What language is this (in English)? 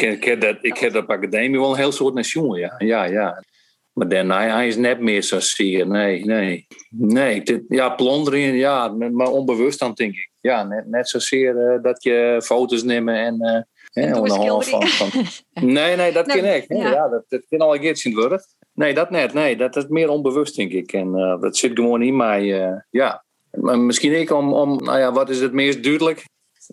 Western Frisian